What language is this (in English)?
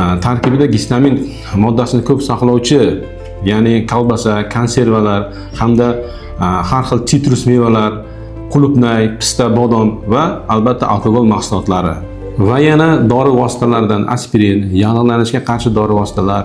Uzbek